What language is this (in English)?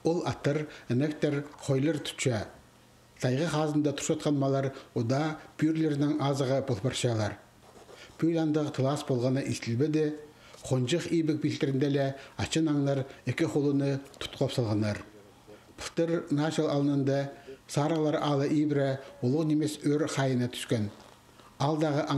Khakas